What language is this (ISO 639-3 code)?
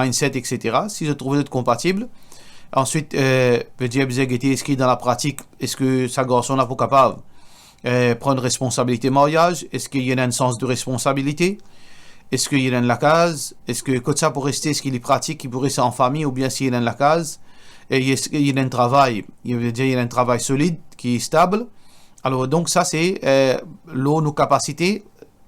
mfe